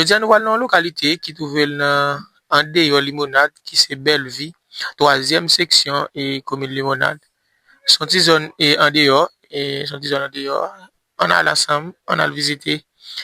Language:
Haitian Creole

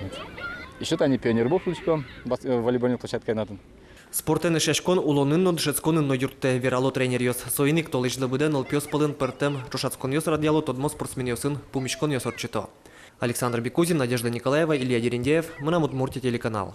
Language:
Udmurt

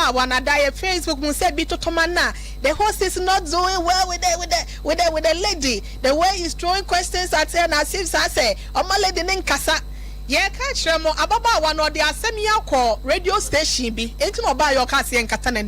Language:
Akan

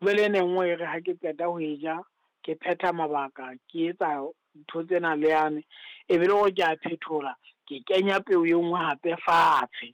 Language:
Southern Sotho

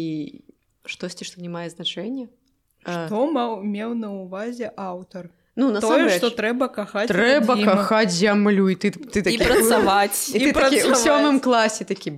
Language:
Belarusian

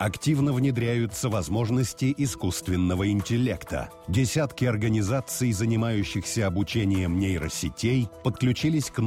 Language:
Russian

